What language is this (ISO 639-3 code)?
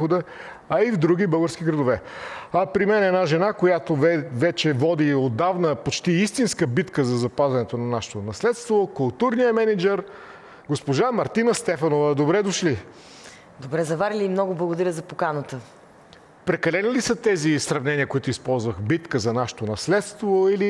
bul